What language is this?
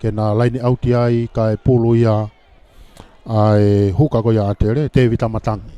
Tongan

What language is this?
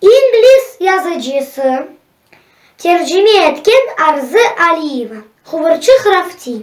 Crimean Tatar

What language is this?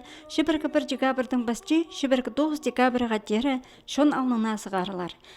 Khakas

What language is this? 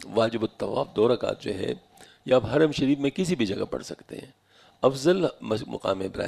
Urdu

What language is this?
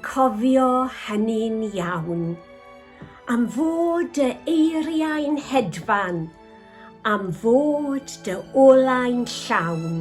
Welsh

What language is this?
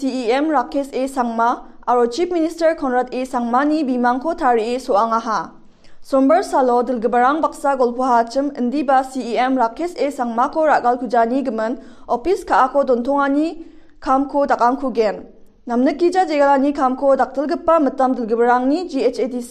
Garo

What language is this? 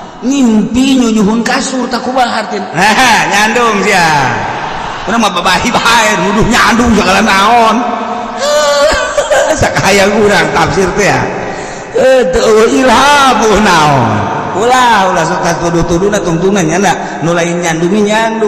Sundanese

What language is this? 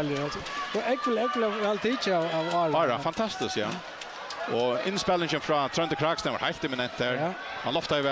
Faroese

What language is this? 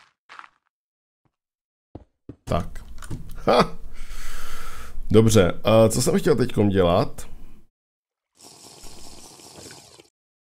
Czech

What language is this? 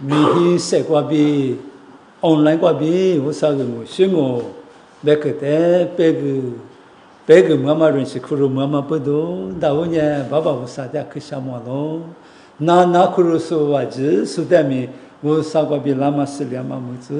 Lisu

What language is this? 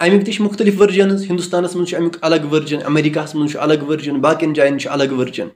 Kashmiri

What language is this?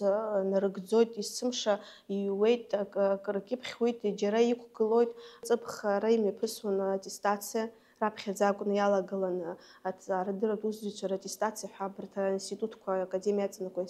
Abkhazian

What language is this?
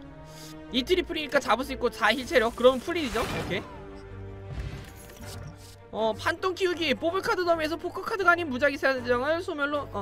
Korean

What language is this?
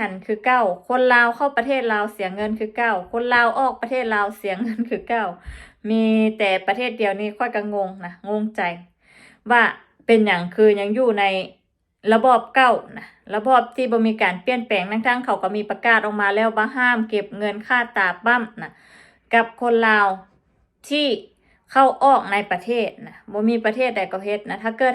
Lao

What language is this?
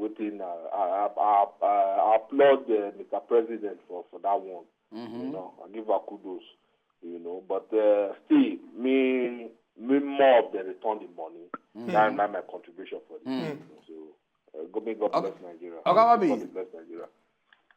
Nigerian Pidgin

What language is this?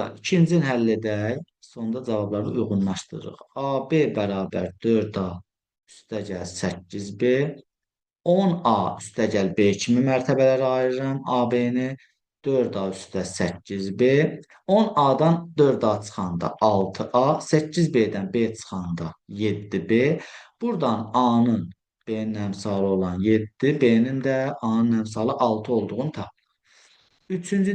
Azerbaijani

